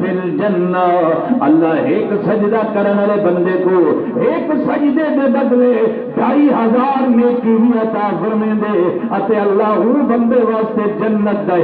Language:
Saraiki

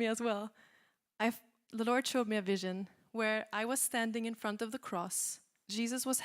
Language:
English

